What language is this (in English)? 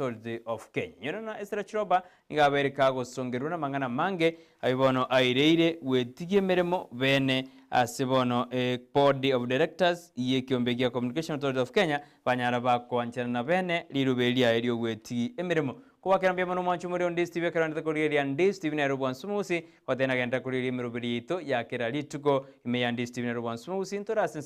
Gusii